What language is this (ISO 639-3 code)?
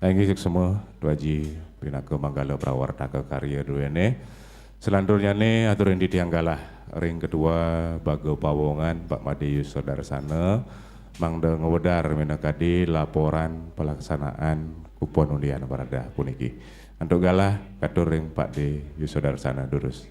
ban